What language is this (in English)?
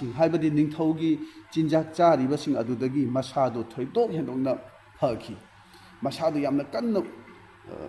Manipuri